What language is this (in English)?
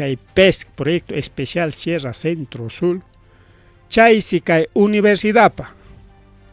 Ayacucho Quechua